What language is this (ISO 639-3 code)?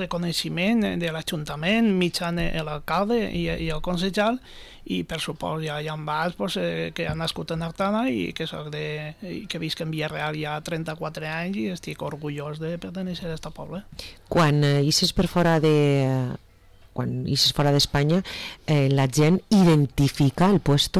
cat